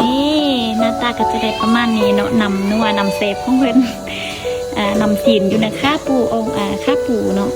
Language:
Lao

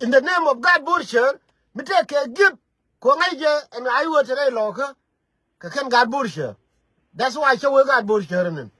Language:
Nuer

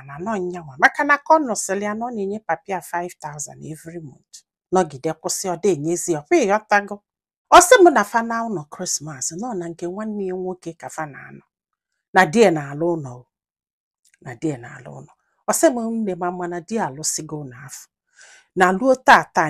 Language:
Igbo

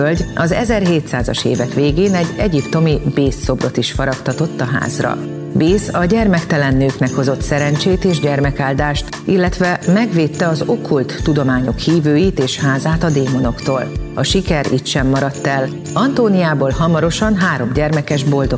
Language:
Hungarian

